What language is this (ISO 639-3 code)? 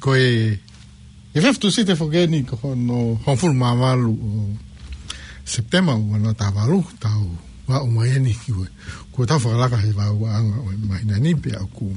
ton